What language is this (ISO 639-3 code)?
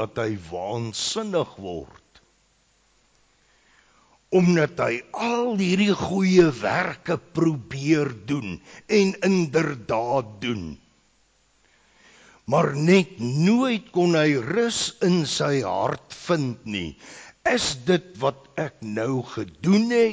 afr